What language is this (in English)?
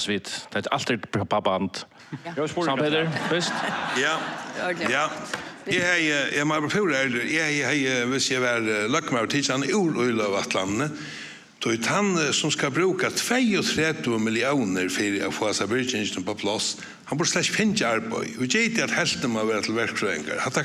Faroese